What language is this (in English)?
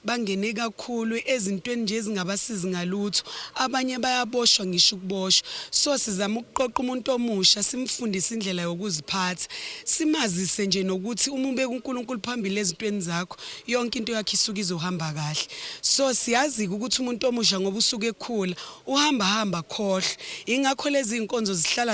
Zulu